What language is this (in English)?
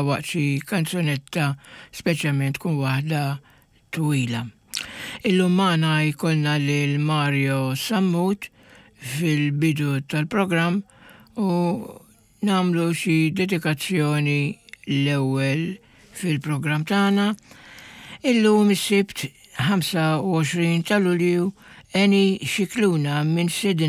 Maltese